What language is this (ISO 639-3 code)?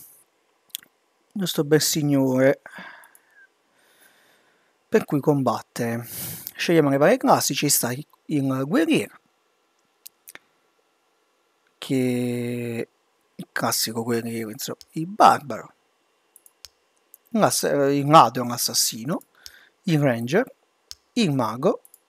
ita